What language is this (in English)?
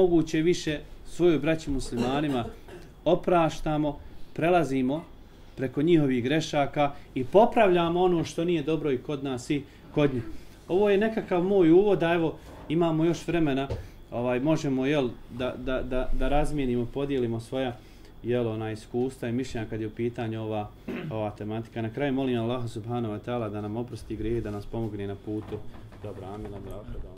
Bosnian